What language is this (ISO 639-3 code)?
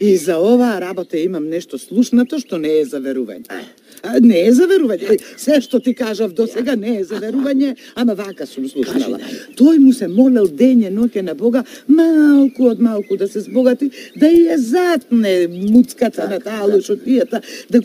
mkd